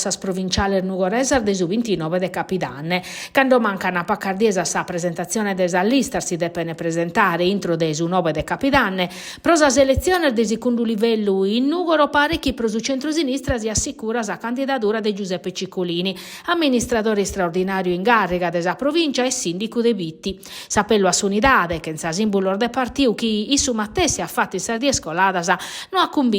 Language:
Sardinian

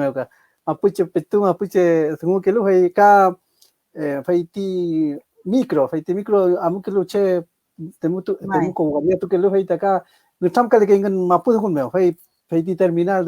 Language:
Mapuche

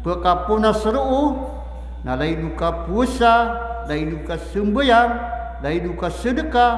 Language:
Maranao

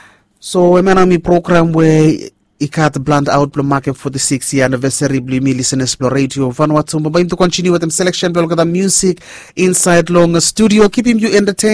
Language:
Bislama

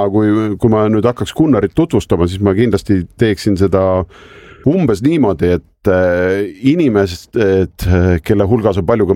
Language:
Estonian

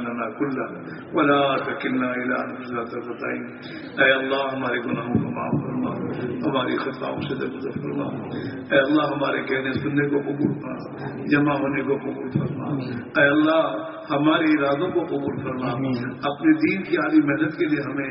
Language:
Urdu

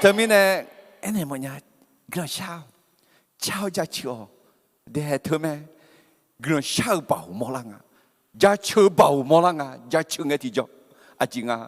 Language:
Akha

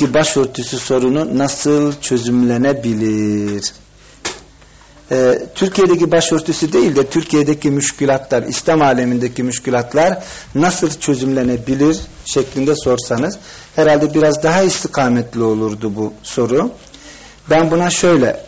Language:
Turkish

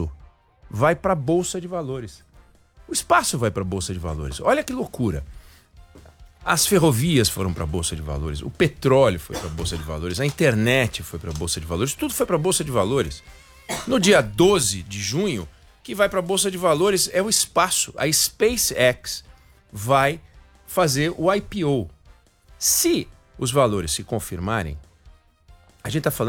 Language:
Portuguese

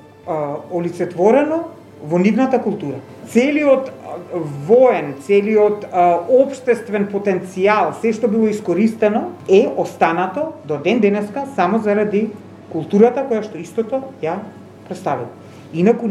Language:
Macedonian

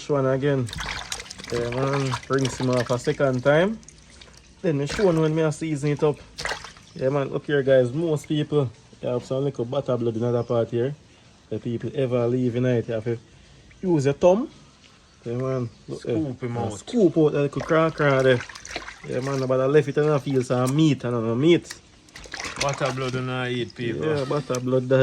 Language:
Jamaican Creole English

